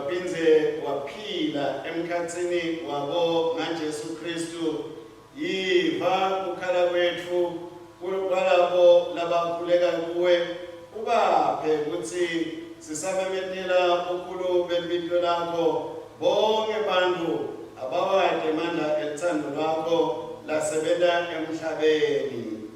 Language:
Swati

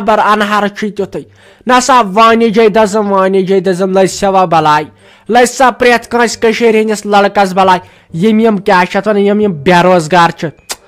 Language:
Kashmiri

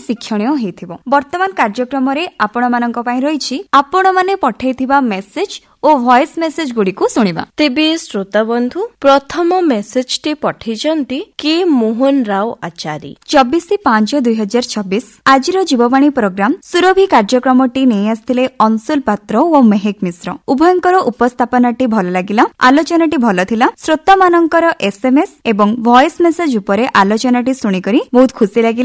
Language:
Odia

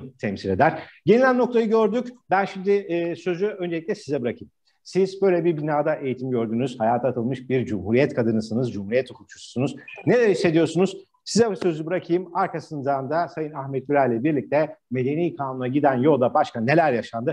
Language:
Turkish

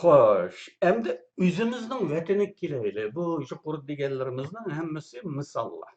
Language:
Uyghur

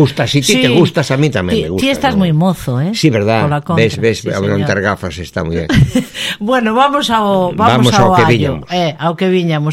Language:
Galician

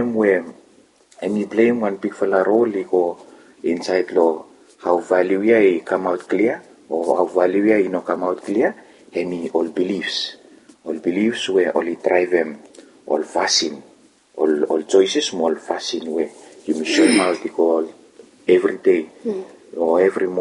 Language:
Bislama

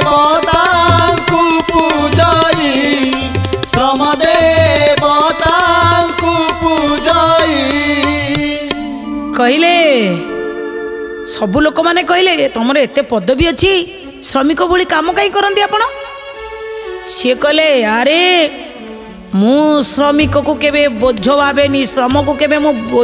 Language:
Odia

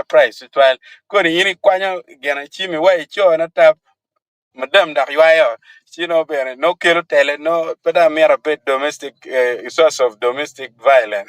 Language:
Acoli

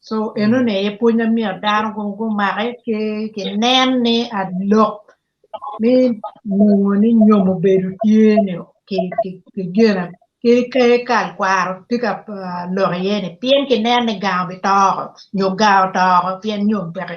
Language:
Acoli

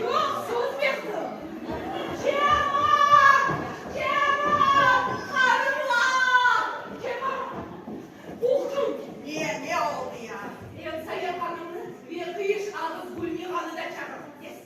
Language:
Crimean Tatar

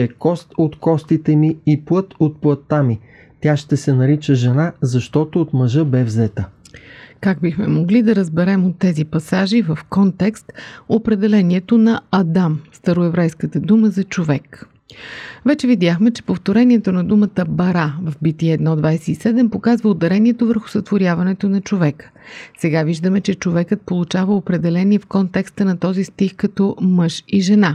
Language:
Bulgarian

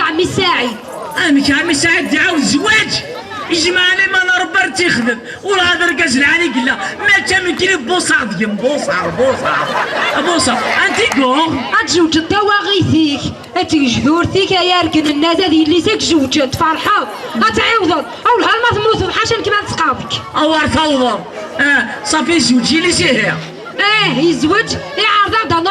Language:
Kabyle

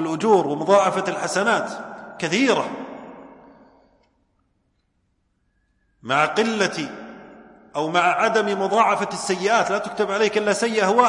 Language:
Arabic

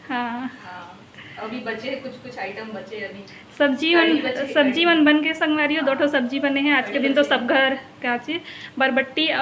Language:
Chhattisgarhi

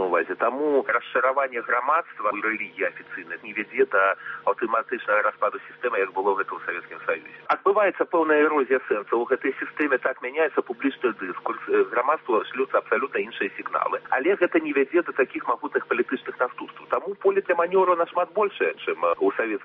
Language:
Belarusian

